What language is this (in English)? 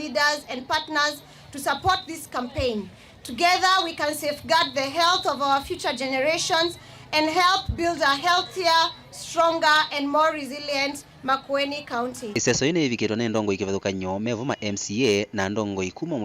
Kamba